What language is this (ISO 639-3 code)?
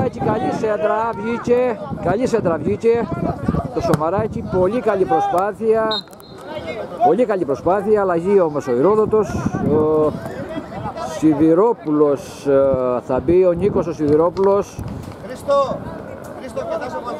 ell